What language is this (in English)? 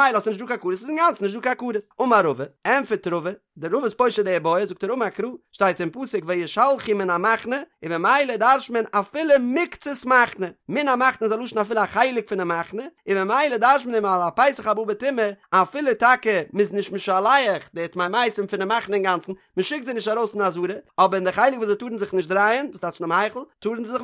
Yiddish